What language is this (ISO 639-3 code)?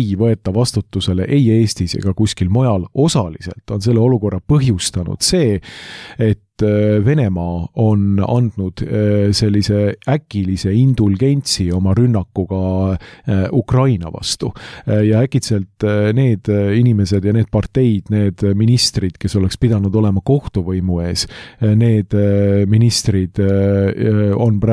est